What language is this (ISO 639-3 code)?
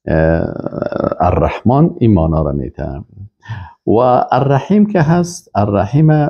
fas